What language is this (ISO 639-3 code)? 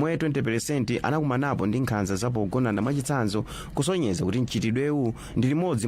nya